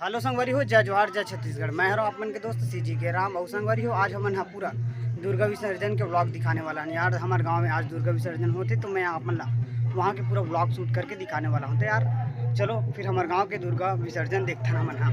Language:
Chhattisgarhi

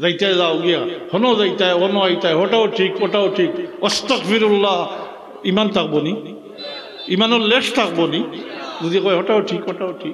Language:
Sylheti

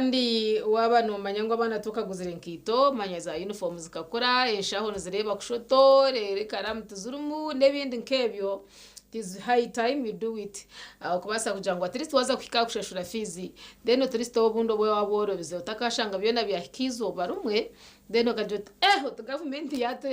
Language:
Nyankole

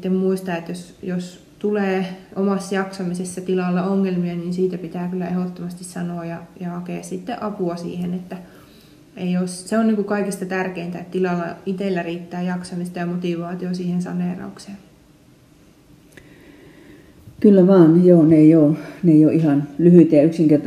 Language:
Finnish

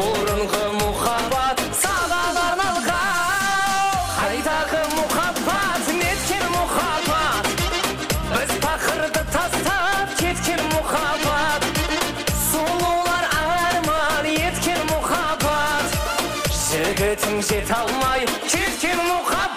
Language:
Kara-Kalpak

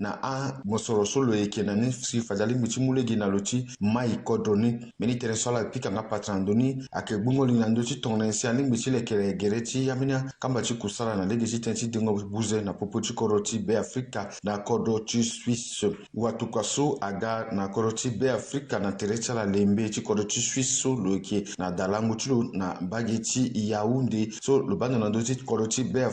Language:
Sango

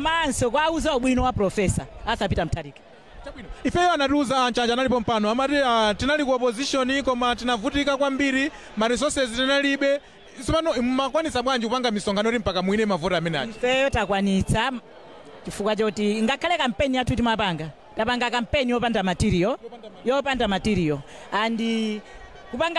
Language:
Nyanja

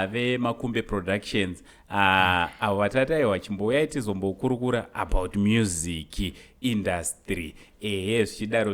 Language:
Shona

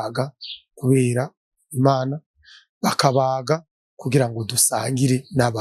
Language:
Rundi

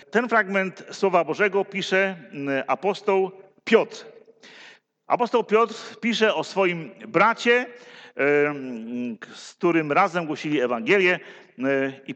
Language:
Polish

